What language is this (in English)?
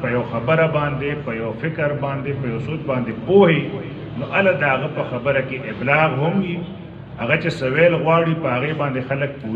Pashto